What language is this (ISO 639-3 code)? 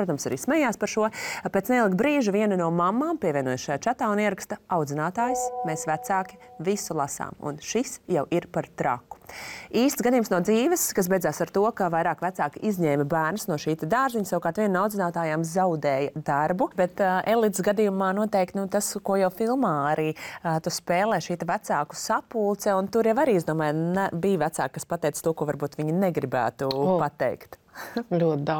lav